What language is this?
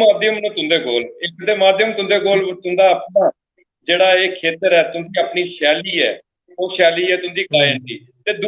Dogri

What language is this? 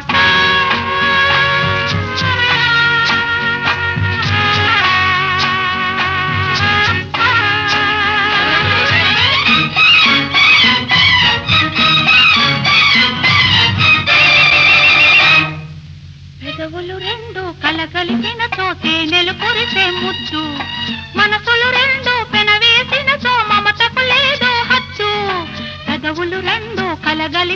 Telugu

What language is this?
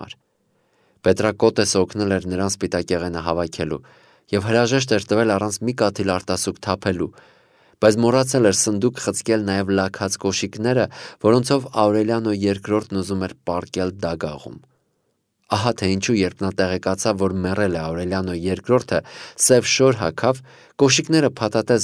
Armenian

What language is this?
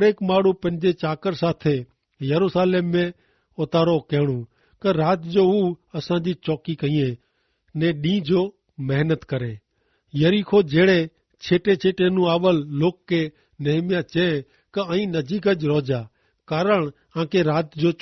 Kachhi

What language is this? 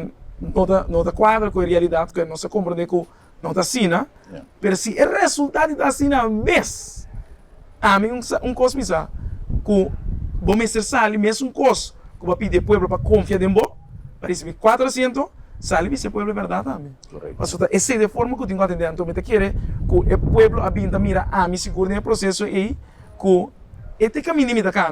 Papiamento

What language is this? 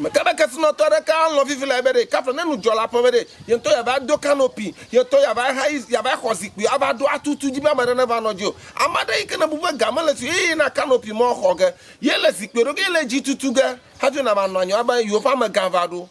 Ewe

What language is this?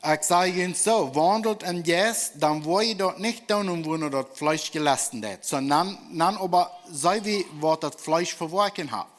Plautdietsch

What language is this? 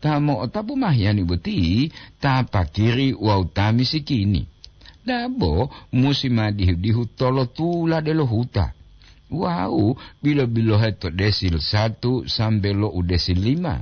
Gorontalo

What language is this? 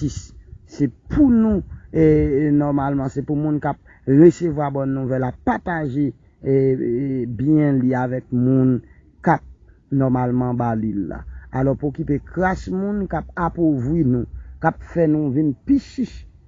Haitian Creole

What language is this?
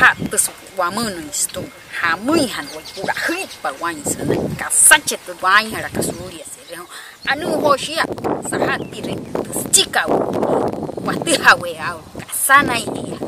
Māori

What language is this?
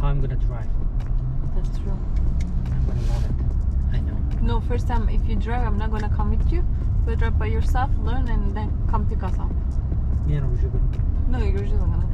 Kurdish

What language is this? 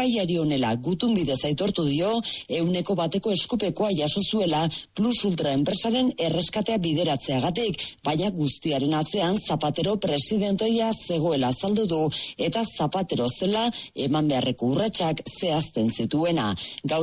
Basque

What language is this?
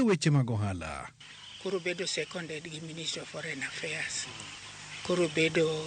Luo (Kenya and Tanzania)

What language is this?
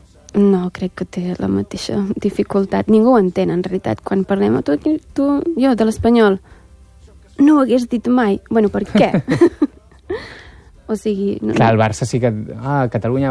Catalan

